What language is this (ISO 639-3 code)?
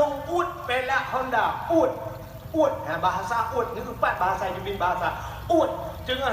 ace